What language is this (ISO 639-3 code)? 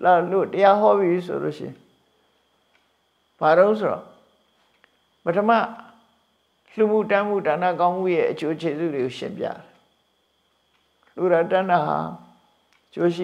mya